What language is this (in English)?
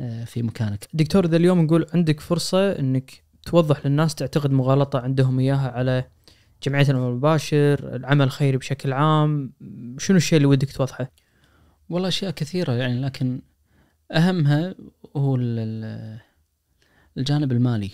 Najdi Arabic